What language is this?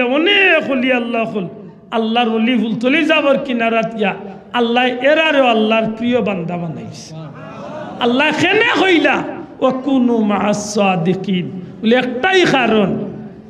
Sylheti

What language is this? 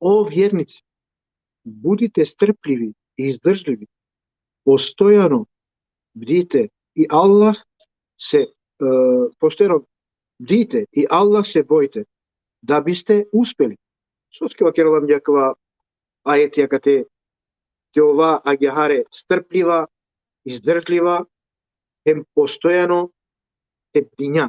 Balkan Romani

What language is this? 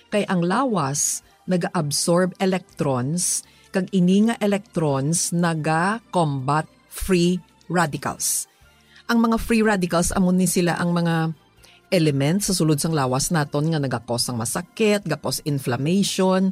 Hiligaynon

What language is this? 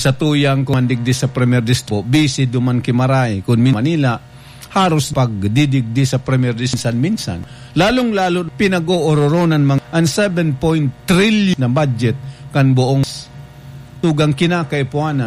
Bikol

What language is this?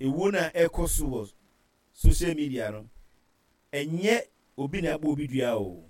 Akan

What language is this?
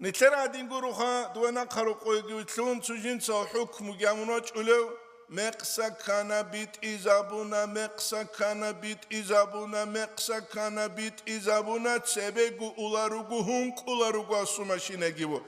Avaric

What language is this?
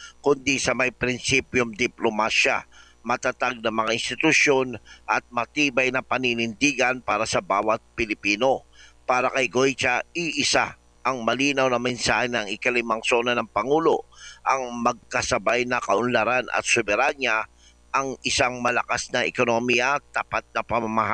Filipino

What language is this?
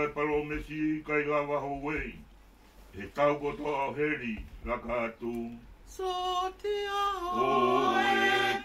Tongan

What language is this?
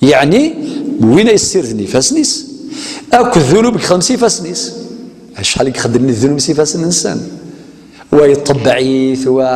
Kabyle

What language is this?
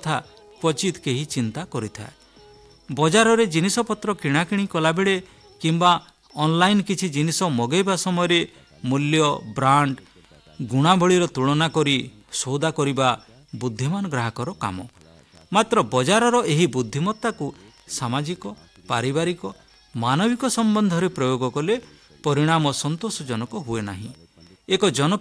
Odia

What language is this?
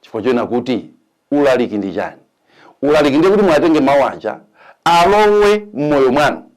Nyanja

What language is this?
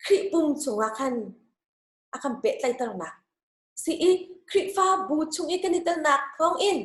Hakha Chin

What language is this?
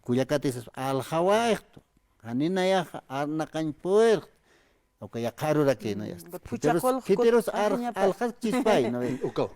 Aymara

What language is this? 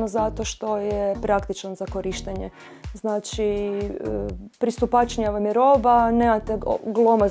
Croatian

